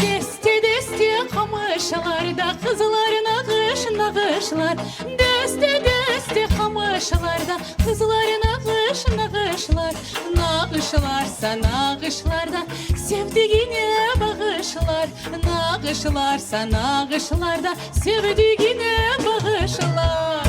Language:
Crimean Tatar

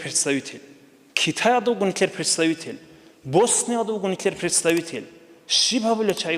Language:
Avaric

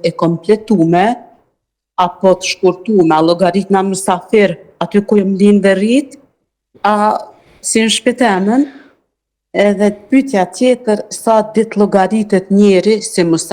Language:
Albanian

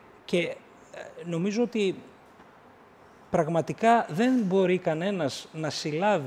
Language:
Greek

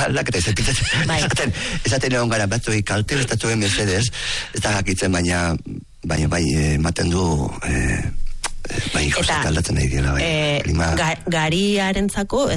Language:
Basque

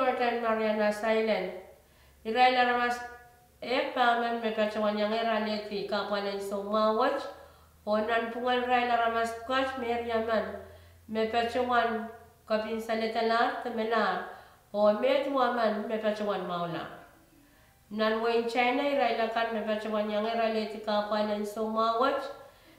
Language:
Pohnpeian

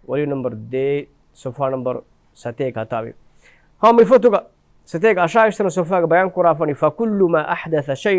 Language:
Divehi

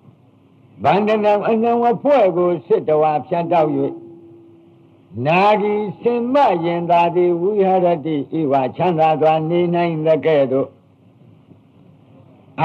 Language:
Burmese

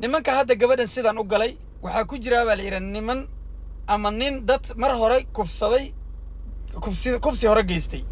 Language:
Somali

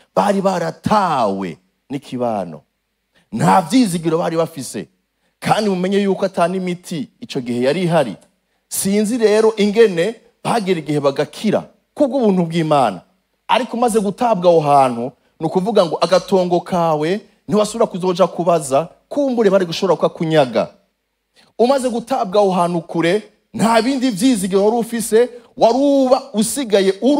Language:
Rundi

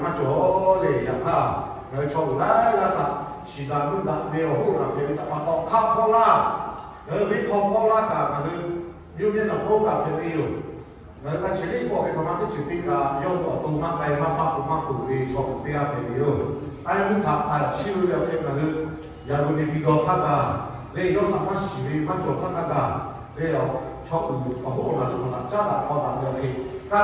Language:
Lahu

